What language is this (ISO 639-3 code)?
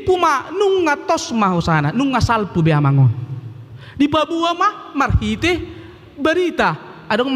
bbc